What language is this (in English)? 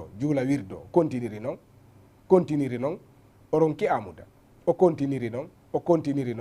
Fula